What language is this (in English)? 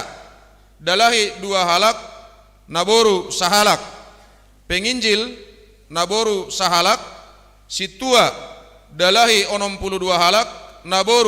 Batak Simalungun